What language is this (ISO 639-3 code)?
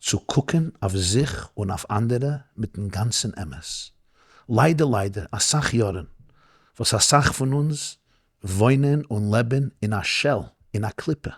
yid